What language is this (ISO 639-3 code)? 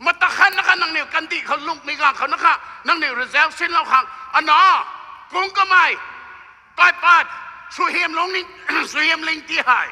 nbu